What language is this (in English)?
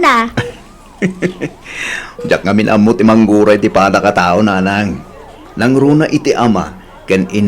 Iloko